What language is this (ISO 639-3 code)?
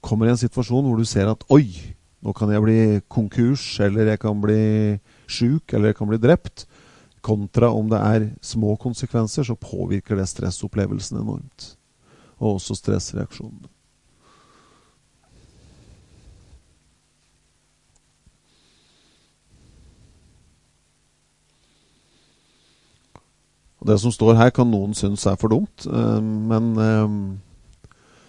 nor